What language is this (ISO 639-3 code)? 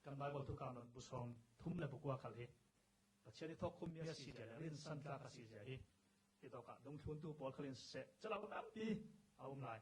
cfm